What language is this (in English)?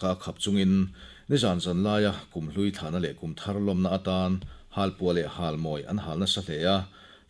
Mizo